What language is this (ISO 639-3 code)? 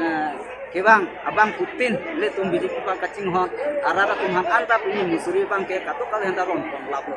mjw